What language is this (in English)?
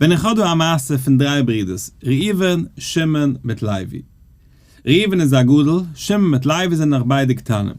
Yiddish